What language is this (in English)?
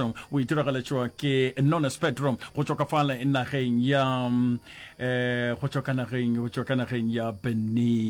Northern Sotho